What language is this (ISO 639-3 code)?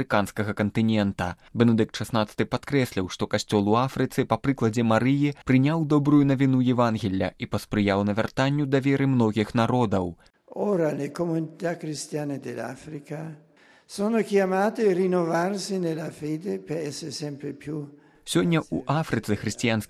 bel